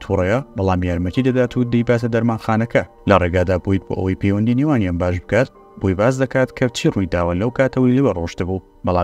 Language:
Central Kurdish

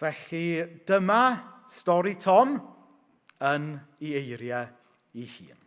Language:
Welsh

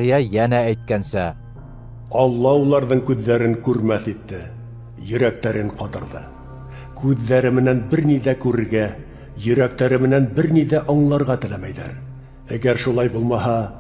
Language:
Bashkir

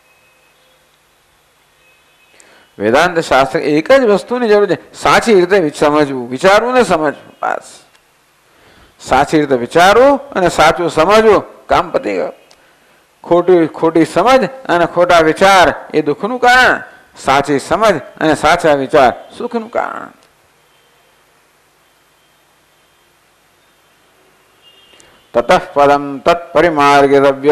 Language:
Gujarati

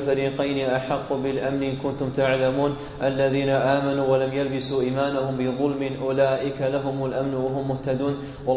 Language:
Arabic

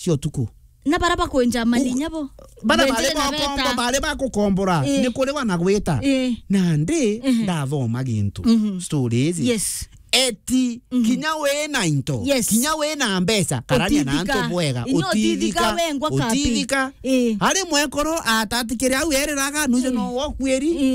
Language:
Meru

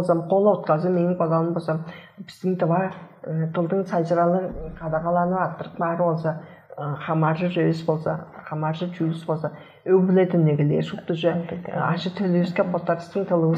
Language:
Tuvinian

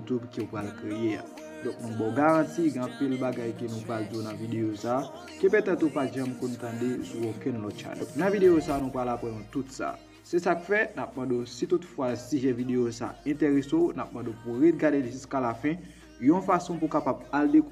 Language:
Haitian Creole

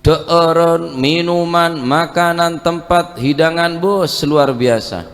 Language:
Madurese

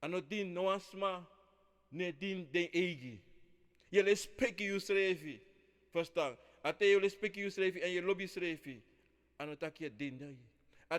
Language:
Sranan Tongo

